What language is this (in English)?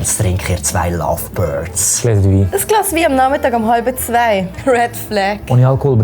Swiss German